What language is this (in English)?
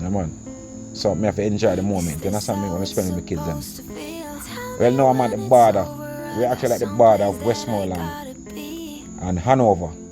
Jamaican Creole English